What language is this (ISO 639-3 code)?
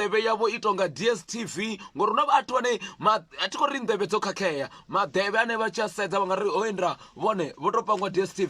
ven